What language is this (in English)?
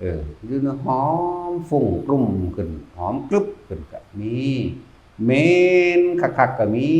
Lao